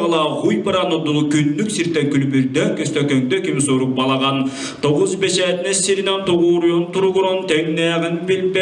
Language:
Yakut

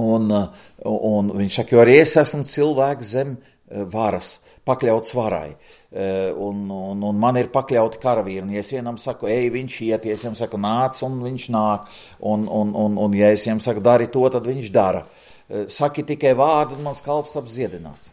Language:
Latvian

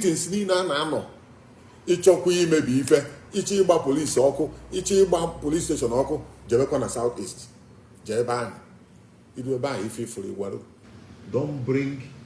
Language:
Igbo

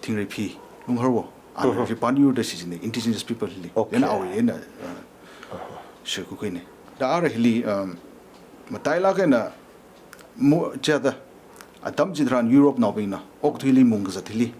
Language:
Tangkhul Naga (India)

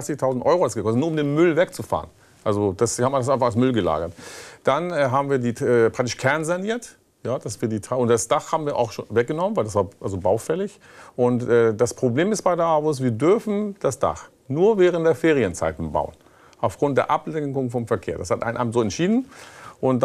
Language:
German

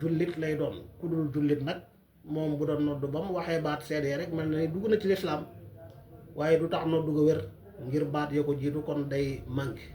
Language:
Wolof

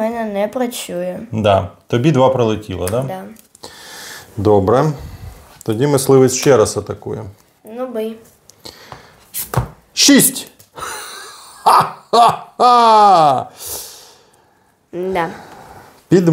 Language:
Ukrainian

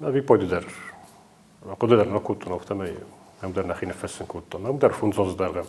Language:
Ossetic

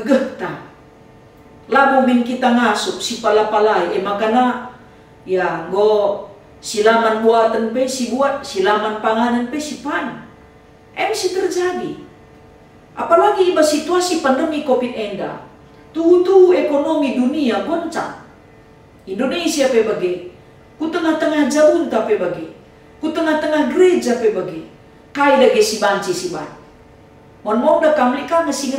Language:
Batak Karo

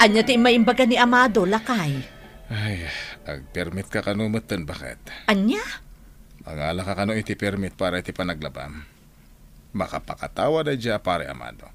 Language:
Iloko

